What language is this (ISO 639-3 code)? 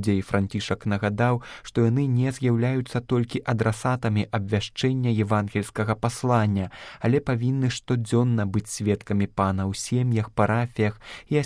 bel